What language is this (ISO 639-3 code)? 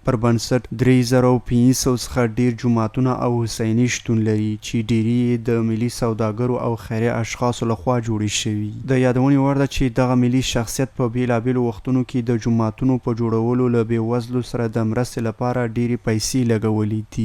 pus